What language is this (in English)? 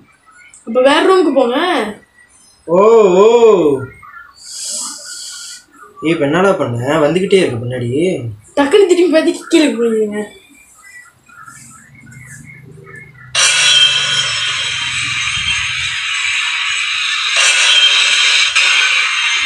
Tamil